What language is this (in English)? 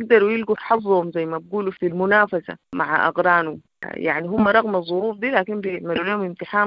Sudanese Arabic